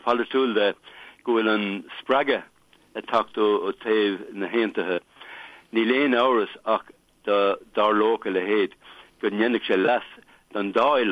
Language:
Irish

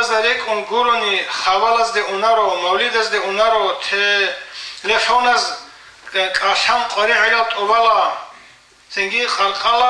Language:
Avaric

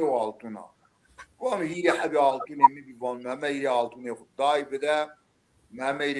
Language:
Zaza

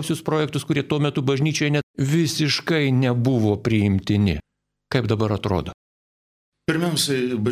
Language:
Lithuanian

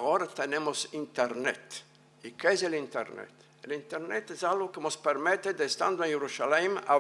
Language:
Ladino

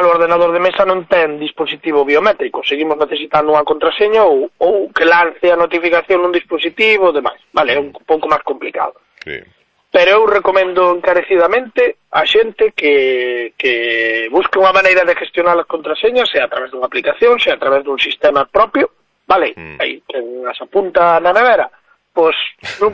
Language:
Galician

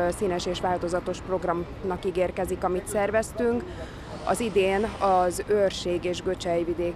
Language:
Hungarian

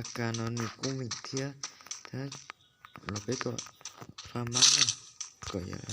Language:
Hmong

